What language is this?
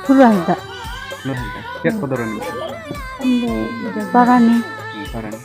Santali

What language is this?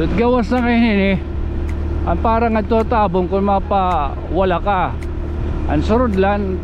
Waray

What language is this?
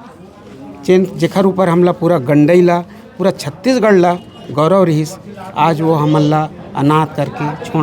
Chhattisgarhi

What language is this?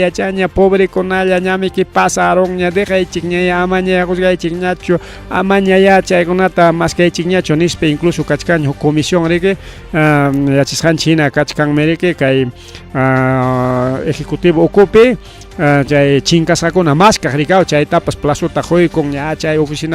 Ayacucho Quechua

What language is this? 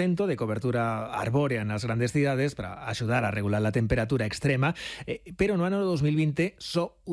Galician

